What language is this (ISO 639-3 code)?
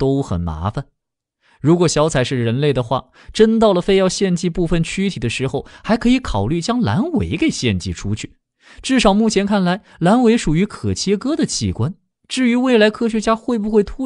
zho